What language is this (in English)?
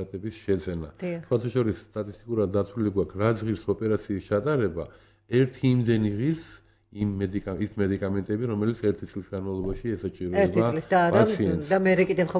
Georgian